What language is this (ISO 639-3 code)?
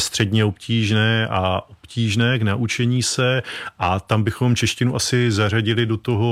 ces